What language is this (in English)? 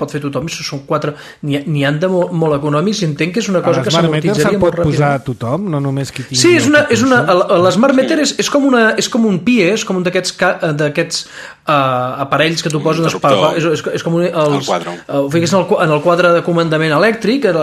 Catalan